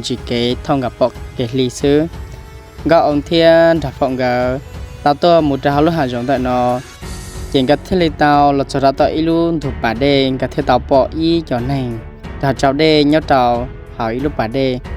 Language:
Hmong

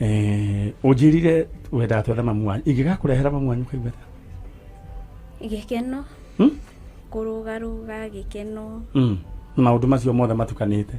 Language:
Kikuyu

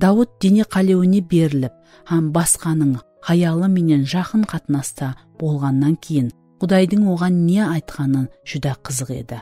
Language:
Kara-Kalpak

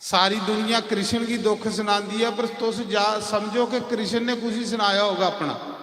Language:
Dogri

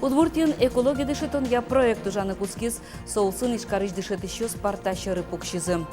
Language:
Udmurt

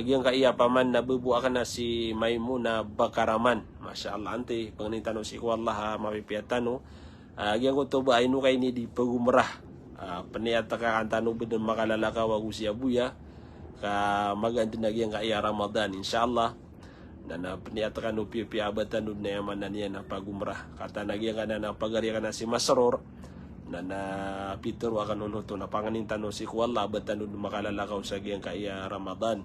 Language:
Maranao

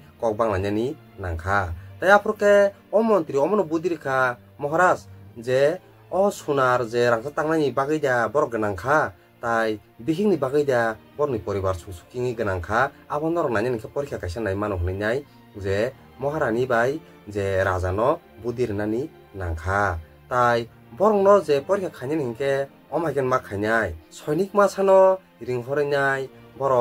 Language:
Kok Borok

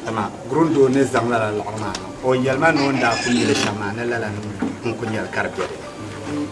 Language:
Dagbani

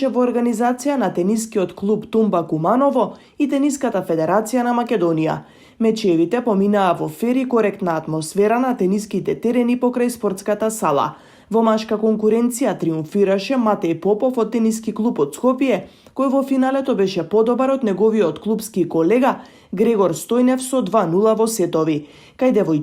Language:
Macedonian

